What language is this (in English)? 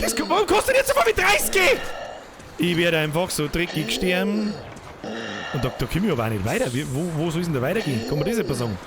Bavarian